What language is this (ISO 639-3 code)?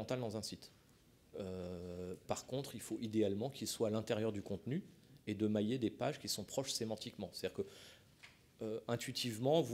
fra